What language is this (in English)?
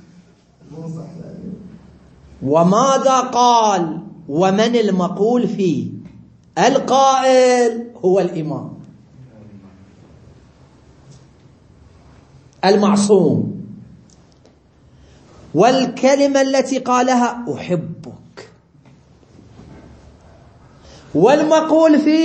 Arabic